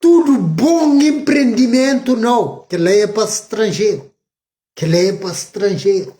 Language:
Kabuverdianu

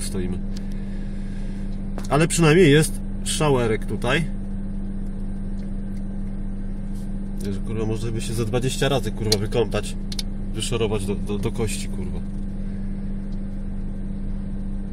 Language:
Polish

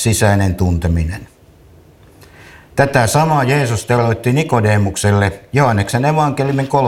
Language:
Finnish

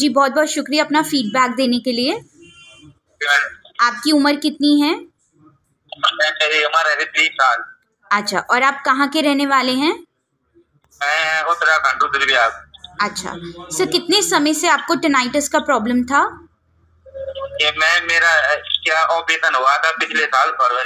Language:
Hindi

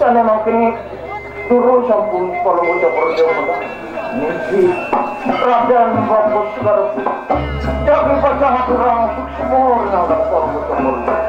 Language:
Balinese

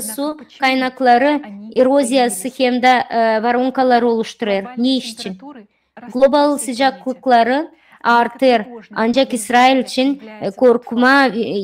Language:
Gagauz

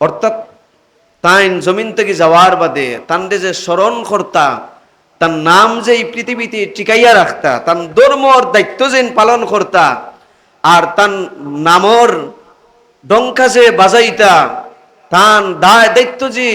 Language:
Sylheti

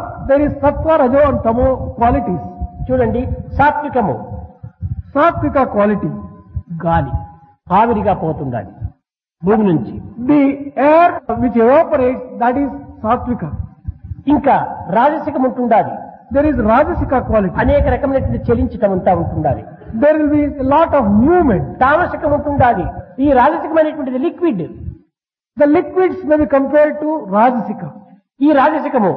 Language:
Telugu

